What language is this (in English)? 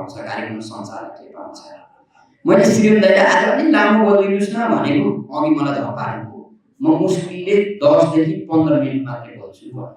Nepali